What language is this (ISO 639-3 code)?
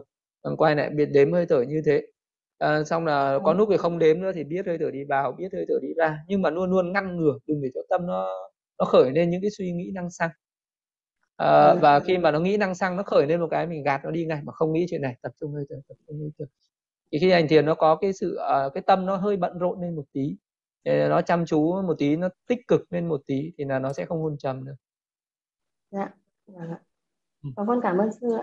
vie